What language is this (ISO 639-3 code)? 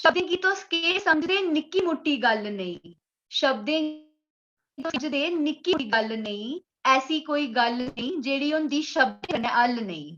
doi